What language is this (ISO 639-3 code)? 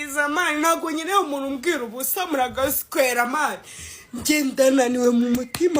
kin